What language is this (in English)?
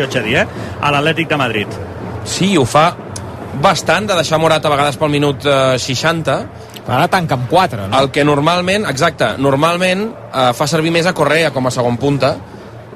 Catalan